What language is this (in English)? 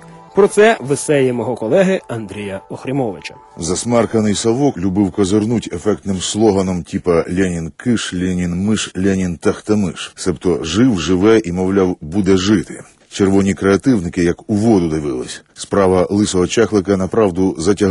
Ukrainian